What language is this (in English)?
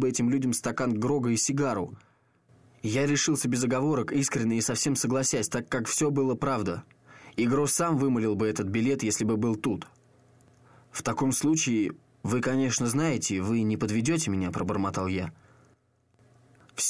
Russian